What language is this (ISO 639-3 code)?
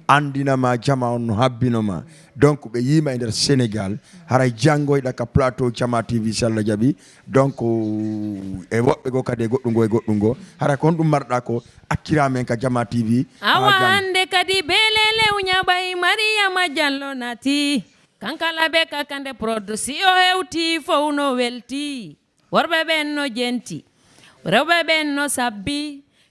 ful